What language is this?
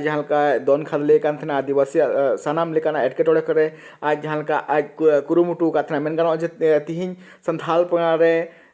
Santali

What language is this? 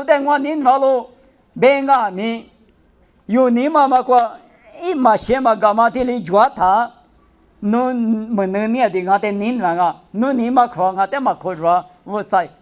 Lisu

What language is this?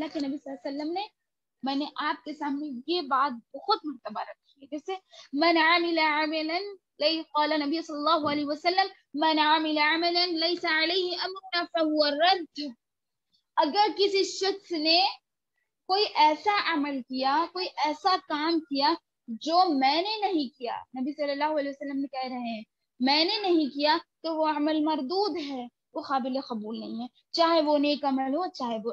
Urdu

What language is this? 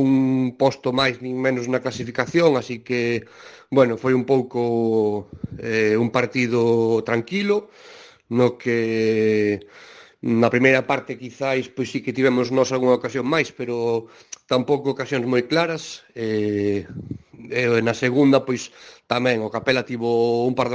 Galician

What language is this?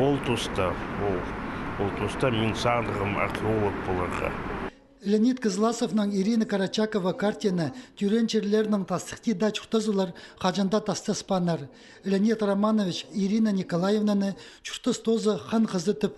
Khakas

